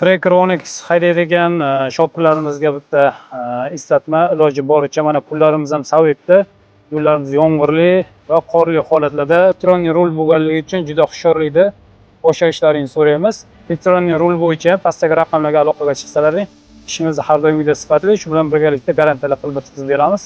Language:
Uzbek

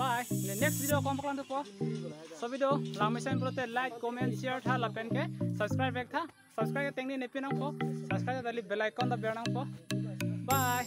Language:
Karbi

